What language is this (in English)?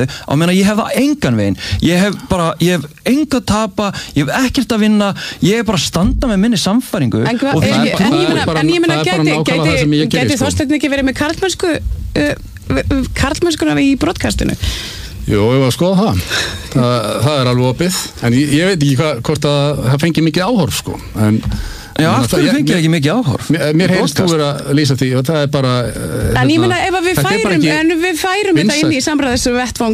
Icelandic